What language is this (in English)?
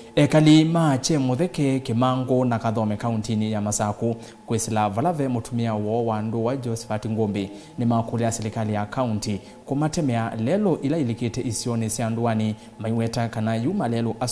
Kamba